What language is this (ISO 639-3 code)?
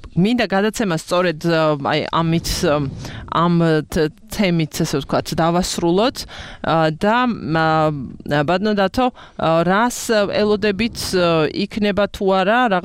kat